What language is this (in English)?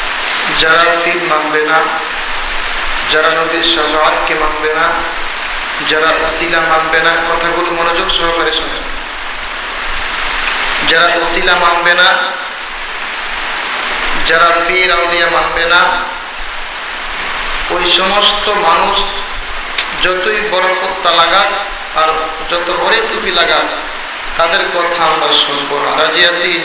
Bangla